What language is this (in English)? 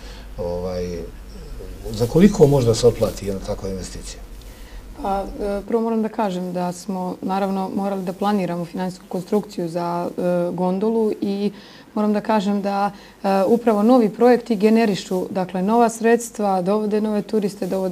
Serbian